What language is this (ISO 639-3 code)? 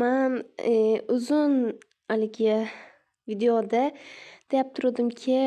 uzb